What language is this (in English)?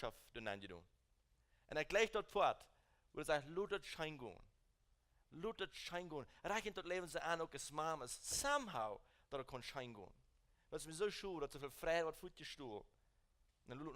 Plautdietsch